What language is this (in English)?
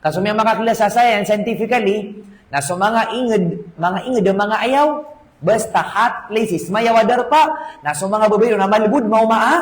Maranao